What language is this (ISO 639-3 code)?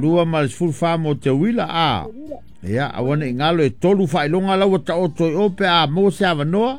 smo